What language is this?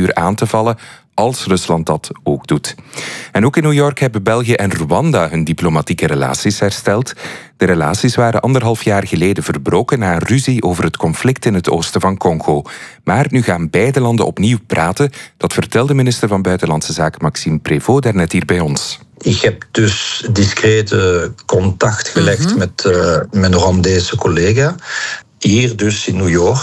Dutch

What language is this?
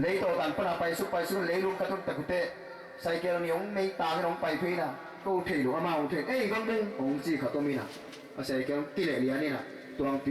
Tedim Chin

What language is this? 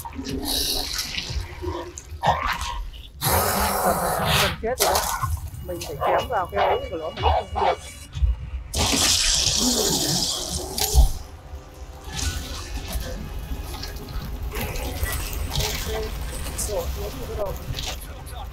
Vietnamese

